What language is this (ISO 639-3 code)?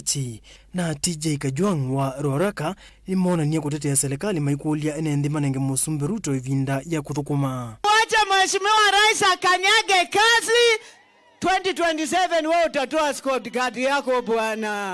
kam